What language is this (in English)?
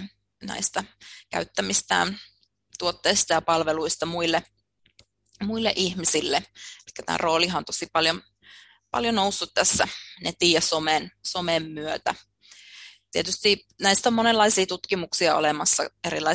Finnish